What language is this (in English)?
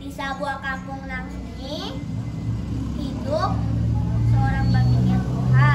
Banjar